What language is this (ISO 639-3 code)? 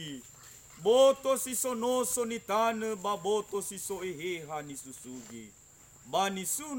nia